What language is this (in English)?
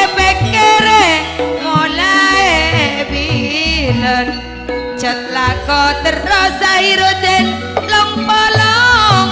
Madurese